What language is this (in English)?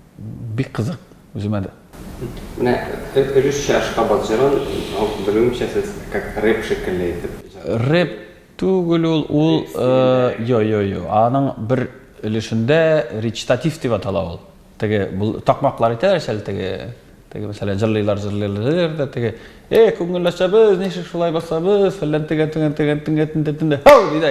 Tatar